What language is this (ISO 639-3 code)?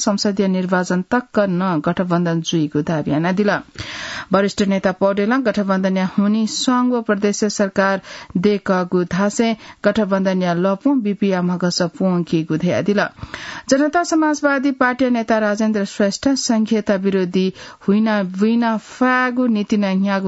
new